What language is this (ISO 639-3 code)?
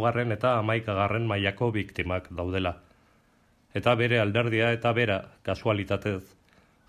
eus